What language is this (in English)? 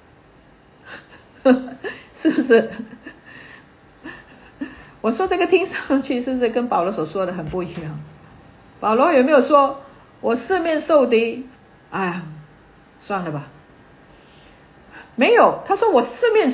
Chinese